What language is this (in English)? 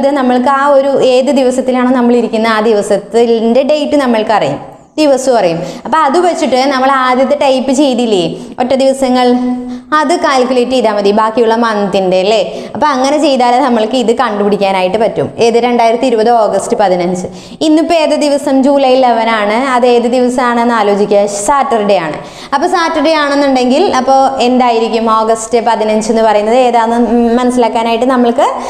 Malayalam